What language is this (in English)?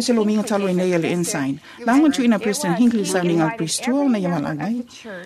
Samoan